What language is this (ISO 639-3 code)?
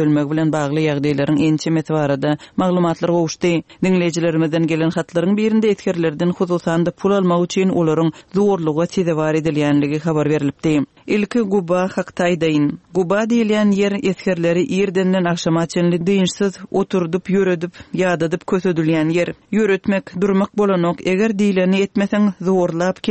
tuk